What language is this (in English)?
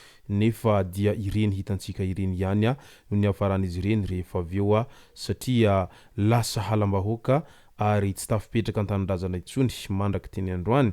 Malagasy